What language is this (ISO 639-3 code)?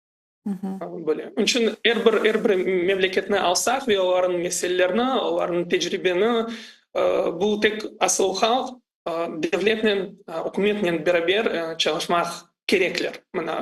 crh